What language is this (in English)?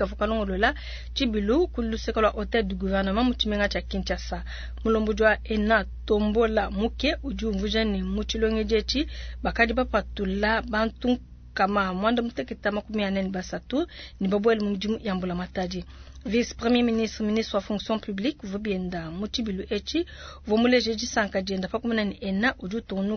Luba-Lulua